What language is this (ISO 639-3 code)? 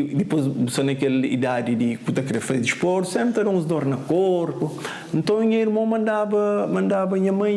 kea